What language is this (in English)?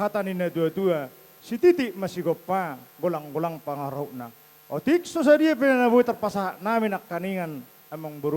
Batak Toba